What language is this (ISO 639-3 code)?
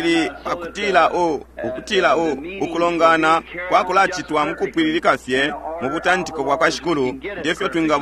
bem